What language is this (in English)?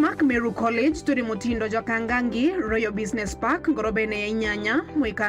Meru